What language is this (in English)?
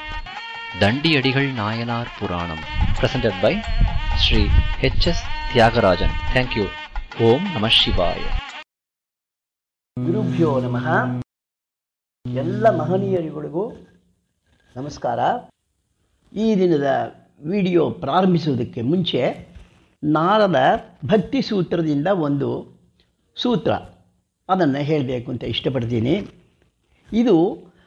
Kannada